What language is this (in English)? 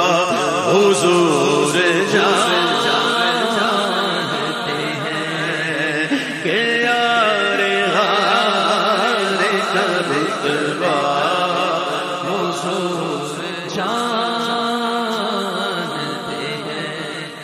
Urdu